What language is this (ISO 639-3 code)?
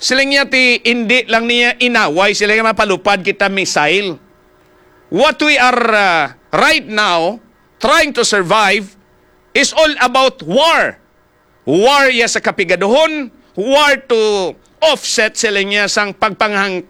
hil